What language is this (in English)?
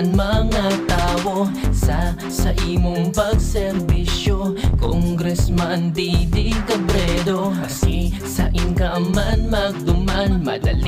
Bikol